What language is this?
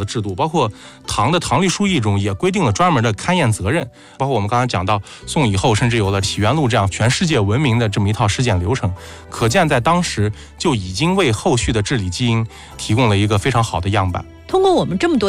Chinese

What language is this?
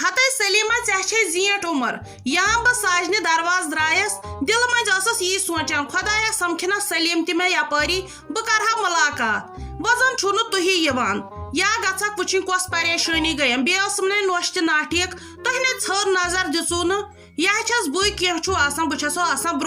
Kashmiri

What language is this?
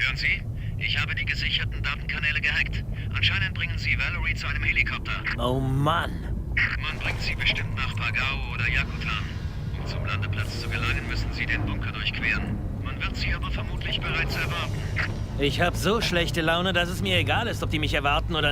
Bavarian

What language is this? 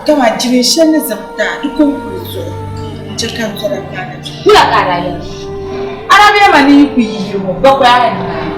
Dagbani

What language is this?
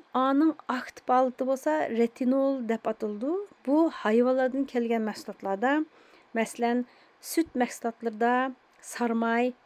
Uyghur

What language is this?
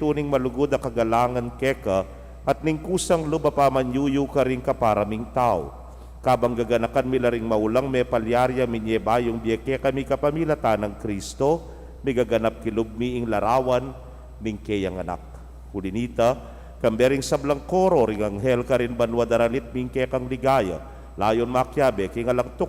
Pampanga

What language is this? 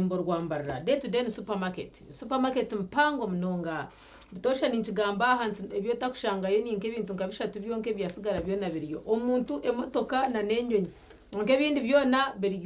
Nyankole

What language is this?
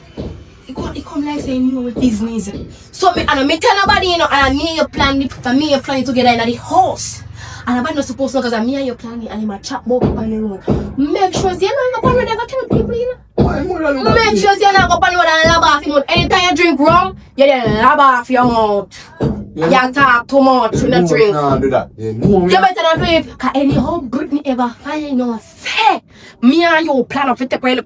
Jamaican Creole English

